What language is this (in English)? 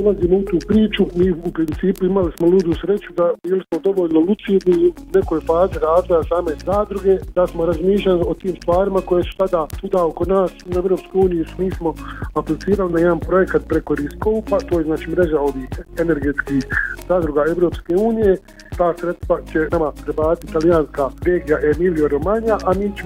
Bosnian